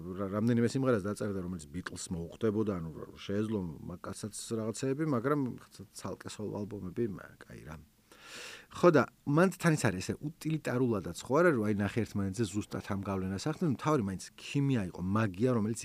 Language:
Georgian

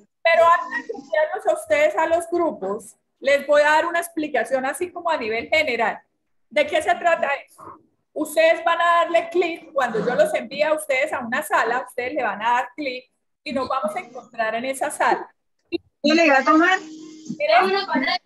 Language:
Spanish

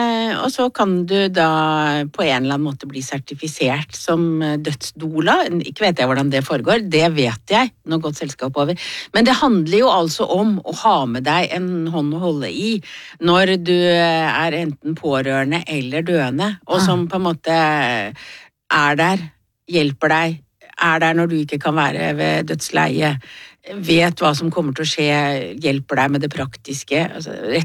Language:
Norwegian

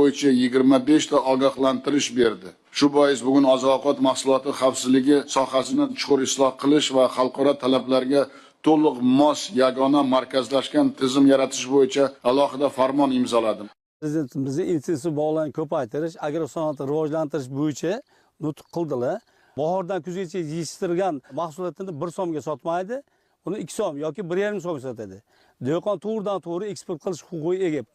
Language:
Uzbek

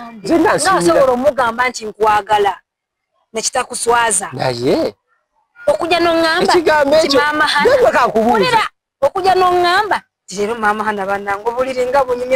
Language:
Ganda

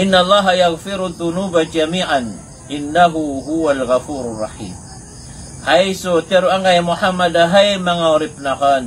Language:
Maranao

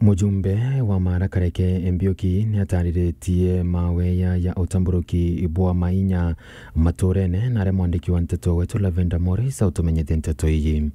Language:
Meru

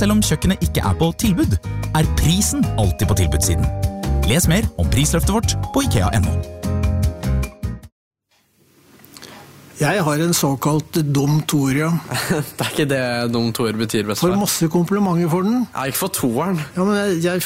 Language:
Norwegian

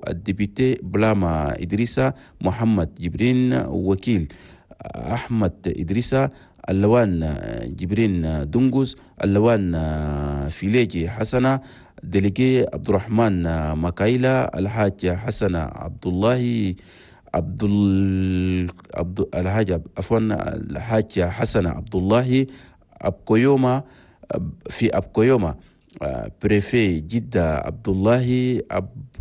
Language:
Chadian Arabic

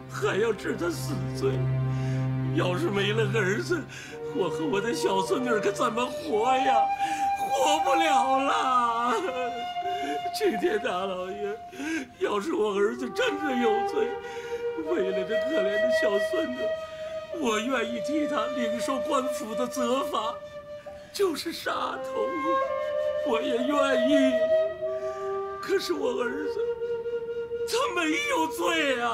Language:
Chinese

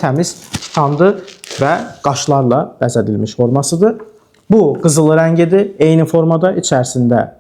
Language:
Azerbaijani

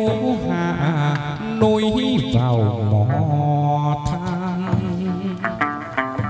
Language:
Vietnamese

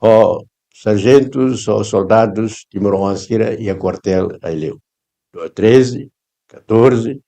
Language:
Tetum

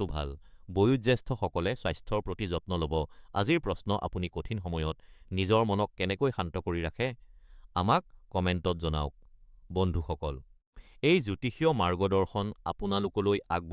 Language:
Assamese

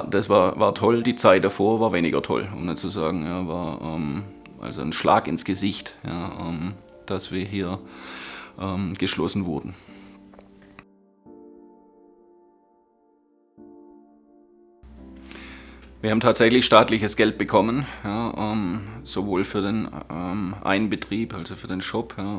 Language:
German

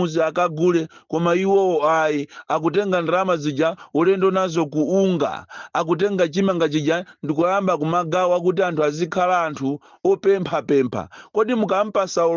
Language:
Nyanja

